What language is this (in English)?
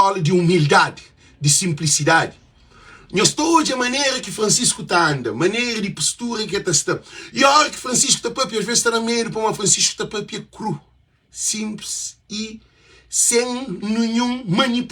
Kabuverdianu